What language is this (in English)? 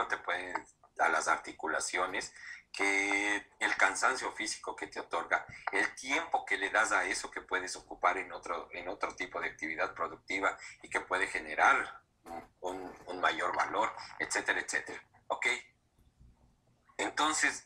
Spanish